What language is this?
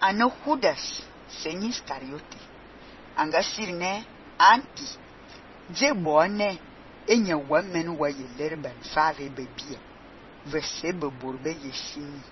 Fang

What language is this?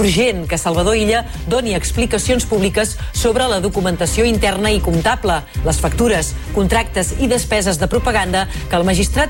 Catalan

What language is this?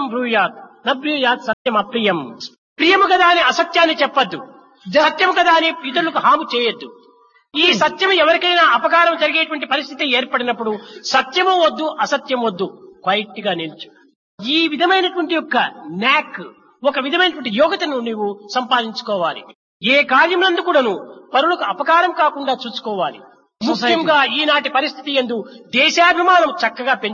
Telugu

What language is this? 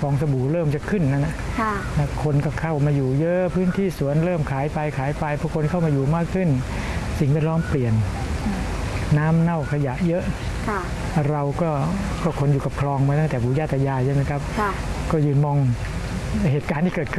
Thai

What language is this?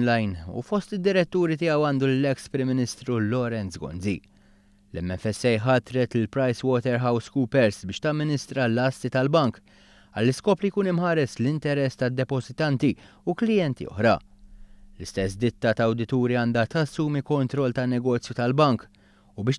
Maltese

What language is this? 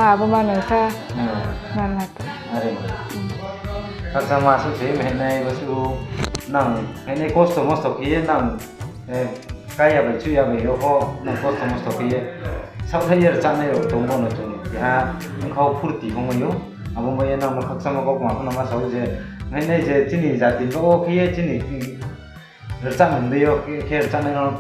Riang (India)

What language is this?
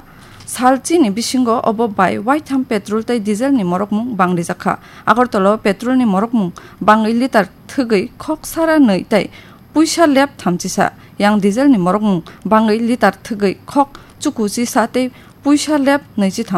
Kok Borok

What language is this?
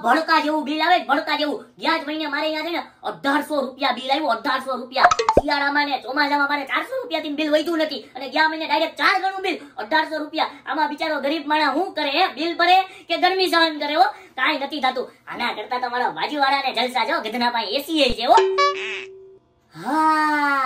Gujarati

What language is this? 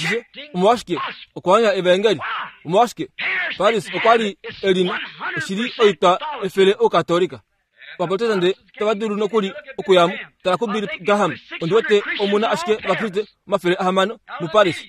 Kuanyama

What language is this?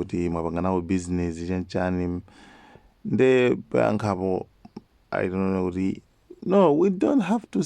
Nyanja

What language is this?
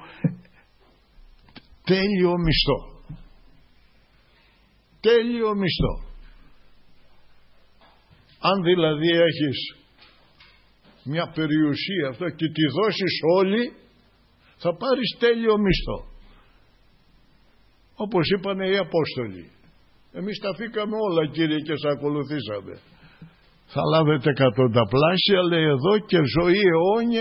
Greek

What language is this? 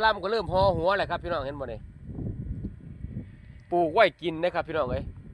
Northeastern Thai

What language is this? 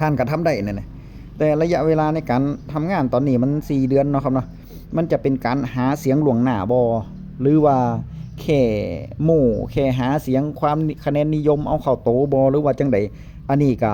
Northeastern Thai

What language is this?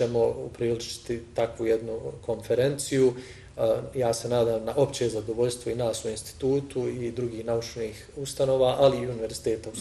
Bosnian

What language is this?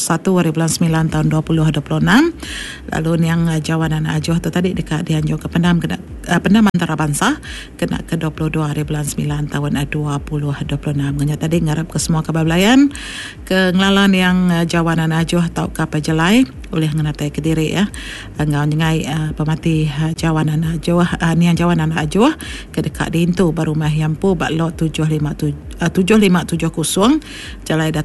Iban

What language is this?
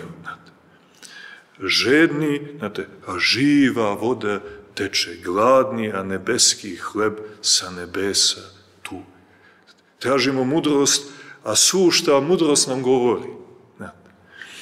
Serbian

